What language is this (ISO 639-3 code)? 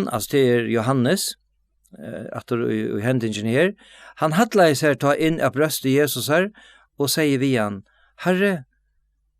fao